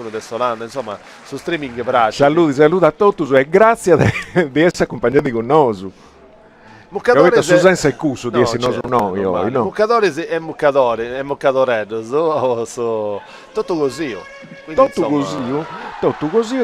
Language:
Sardinian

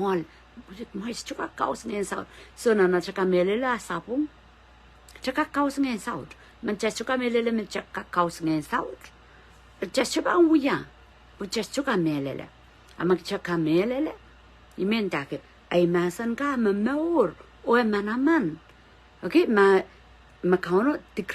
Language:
Pohnpeian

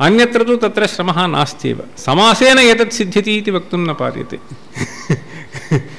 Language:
Sanskrit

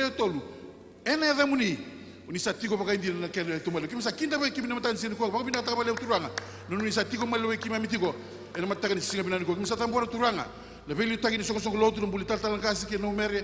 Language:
Fijian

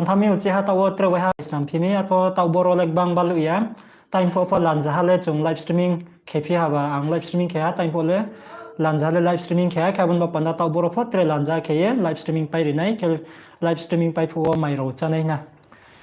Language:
Riang (India)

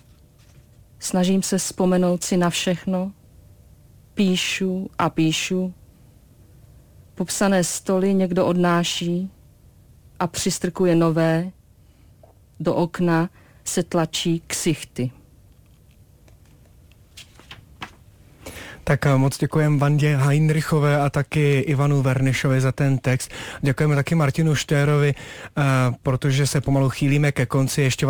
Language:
Czech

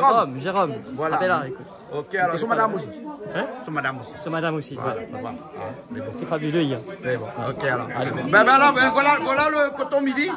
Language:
Réunion Creole French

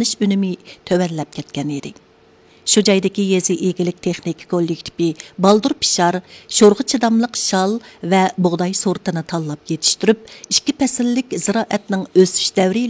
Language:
Uyghur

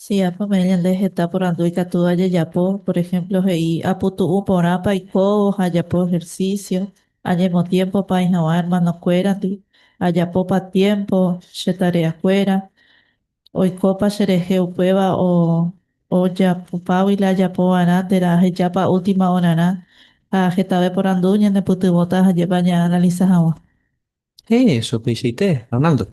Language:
Guarani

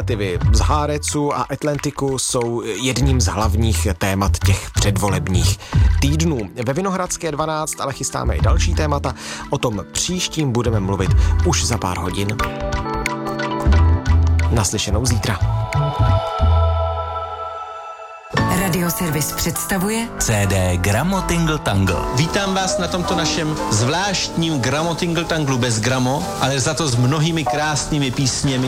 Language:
Czech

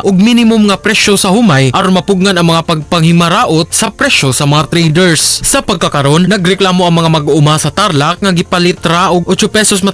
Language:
Cebuano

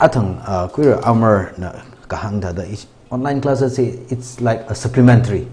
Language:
Tangkhul Naga (India)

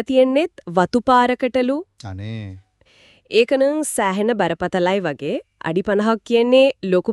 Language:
Sinhala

